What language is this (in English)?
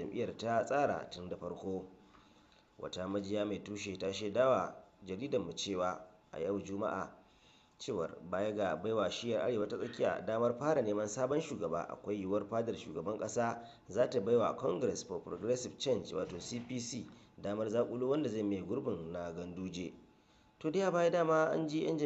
Hausa